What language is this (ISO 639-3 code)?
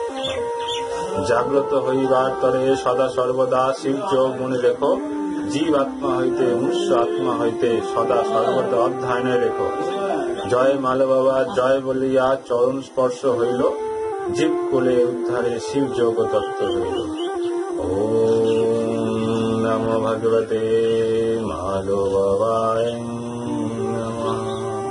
ben